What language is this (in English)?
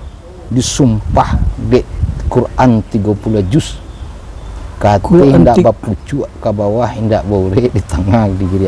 Minangkabau